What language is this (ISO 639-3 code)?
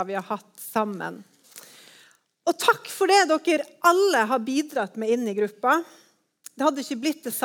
nor